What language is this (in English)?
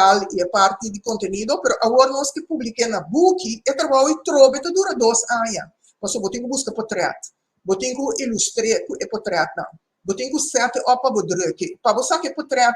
Papiamento